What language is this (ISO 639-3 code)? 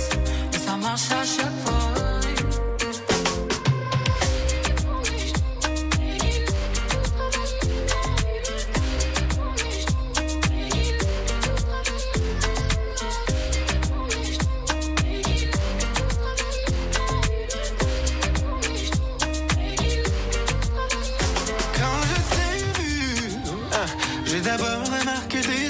fra